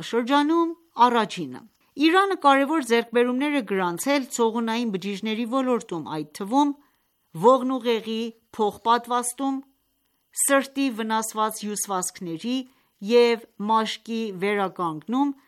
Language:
Armenian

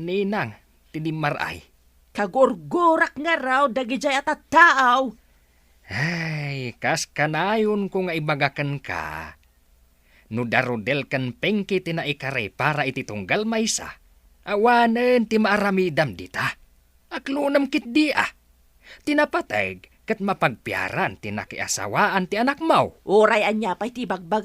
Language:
Iloko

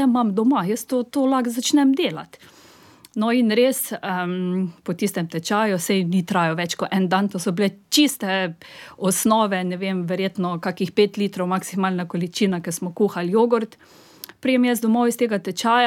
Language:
Slovenian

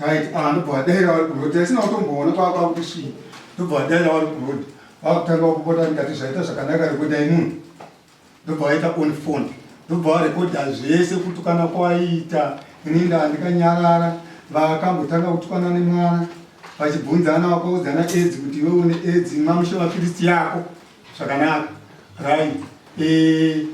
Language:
Shona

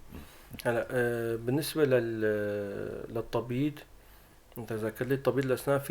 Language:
North Levantine Arabic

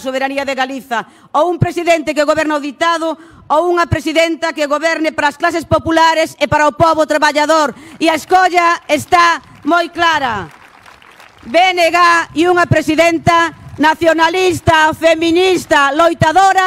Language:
Galician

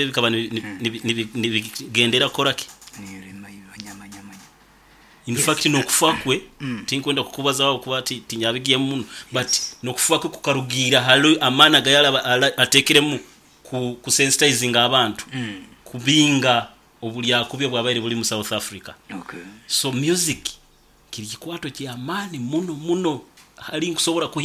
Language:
Nyoro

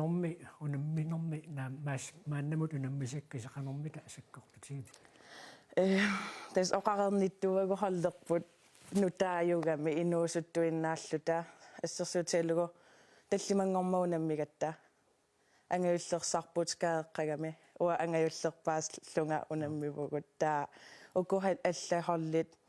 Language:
Kalaallisut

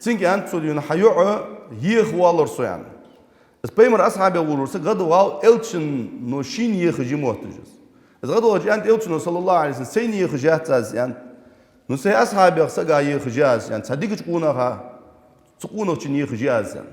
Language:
Ingush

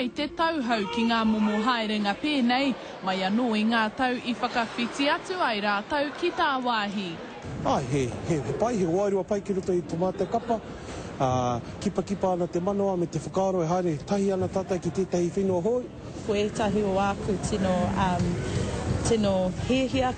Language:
Māori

